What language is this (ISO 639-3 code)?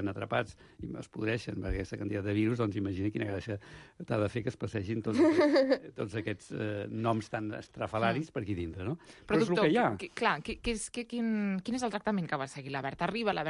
cat